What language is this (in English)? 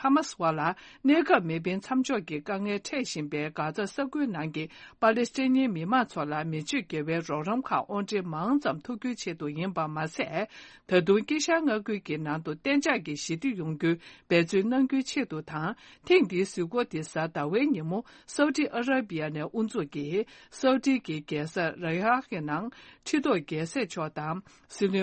Tibetan